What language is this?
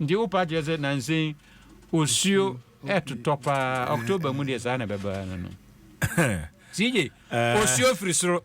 Akan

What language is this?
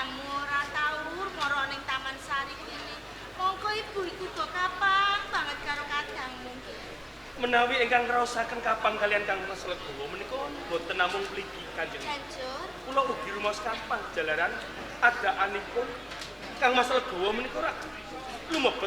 Javanese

